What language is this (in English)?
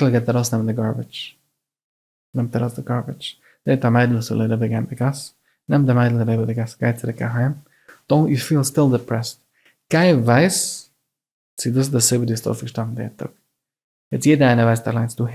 Yiddish